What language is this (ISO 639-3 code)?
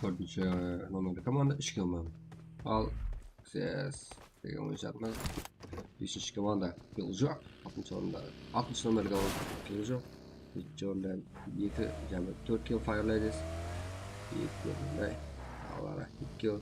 kaa